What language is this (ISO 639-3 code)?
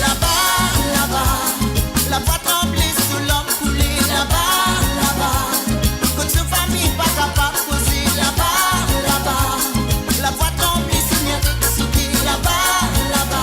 mfe